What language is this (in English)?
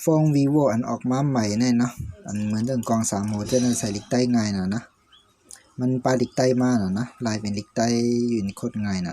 Shan